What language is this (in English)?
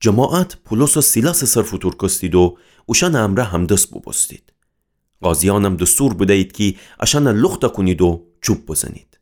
Gilaki